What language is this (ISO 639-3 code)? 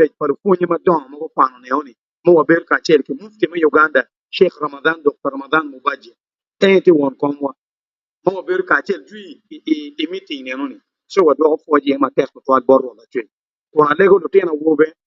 ach